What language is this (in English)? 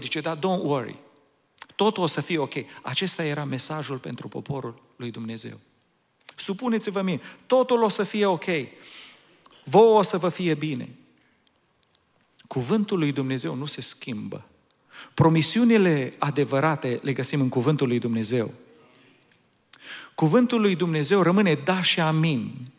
Romanian